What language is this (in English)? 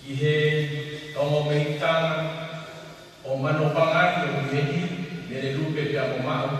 Tongan